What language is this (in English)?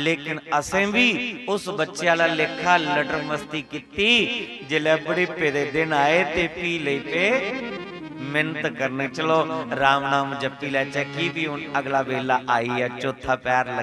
Dogri